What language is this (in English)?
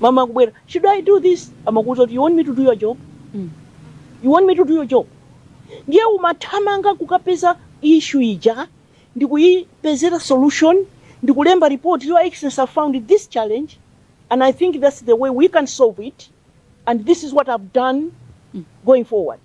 Nyanja